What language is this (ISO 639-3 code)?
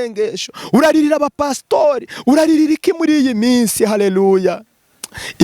kin